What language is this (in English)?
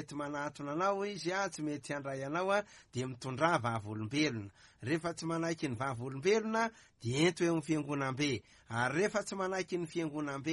Malagasy